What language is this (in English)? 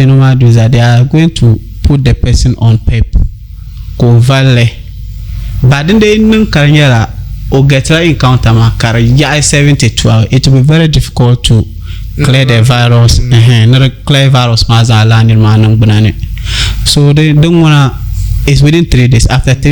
Dagbani